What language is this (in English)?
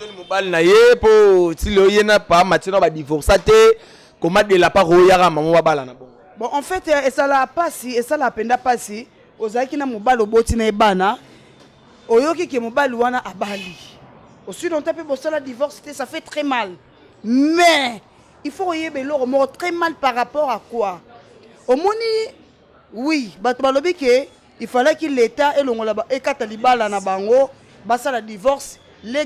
Lingala